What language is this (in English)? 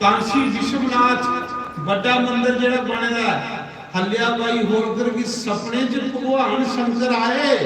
Dogri